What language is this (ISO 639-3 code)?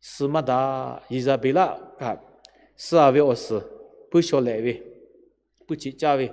lhu